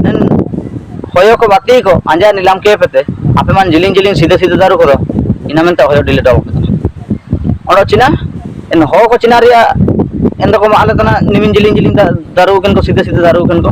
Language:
Ho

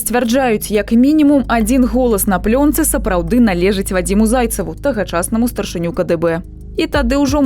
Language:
Belarusian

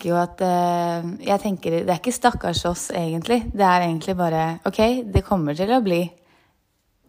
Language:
Norwegian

